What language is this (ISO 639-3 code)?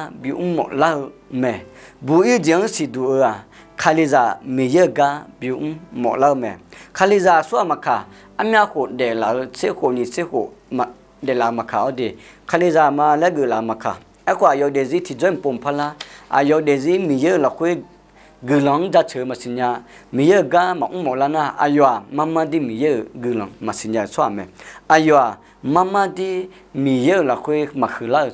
ahk